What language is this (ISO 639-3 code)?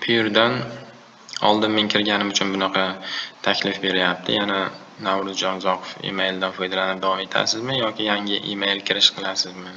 uzb